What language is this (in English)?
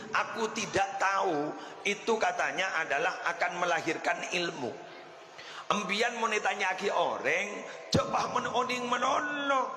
Madurese